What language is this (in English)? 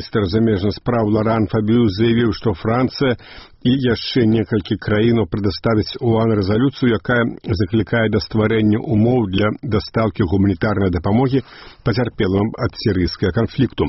Belarusian